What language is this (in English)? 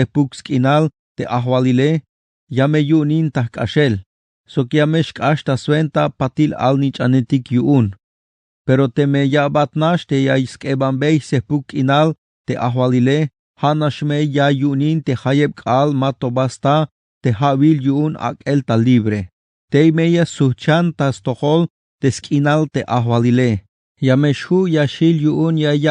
Tzeltal